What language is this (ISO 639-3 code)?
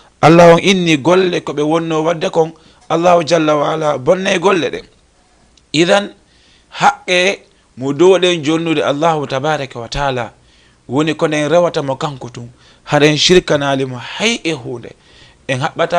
ful